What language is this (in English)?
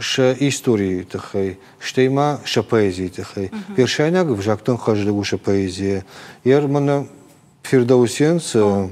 Ossetic